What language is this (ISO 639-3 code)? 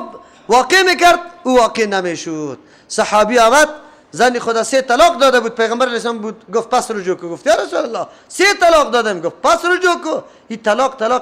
fas